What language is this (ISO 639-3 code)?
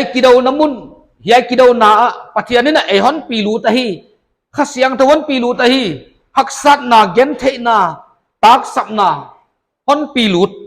pck